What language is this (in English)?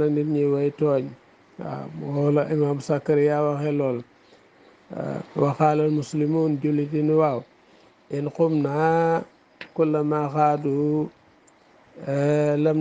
Wolof